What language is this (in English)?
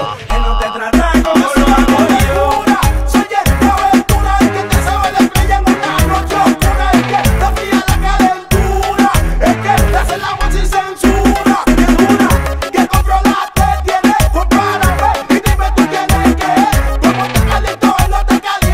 Spanish